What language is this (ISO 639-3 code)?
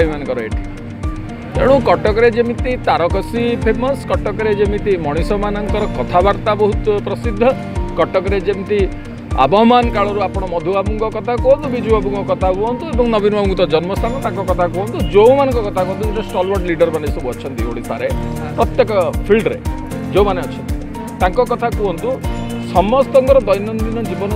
ori